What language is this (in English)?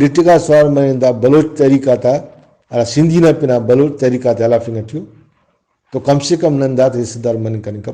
Brahui